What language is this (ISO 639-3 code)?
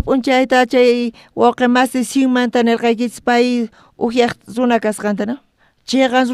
quh